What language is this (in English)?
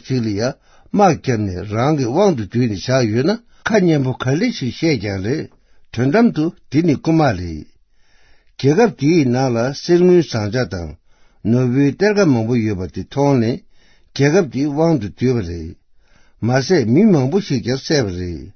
Tibetan